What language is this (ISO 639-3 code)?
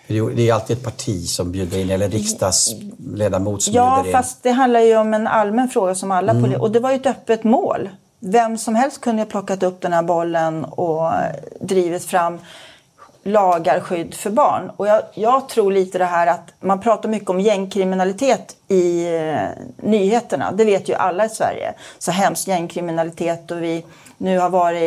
swe